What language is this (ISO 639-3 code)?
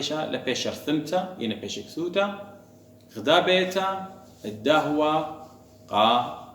aii